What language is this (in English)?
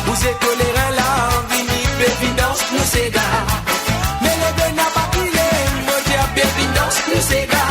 Morisyen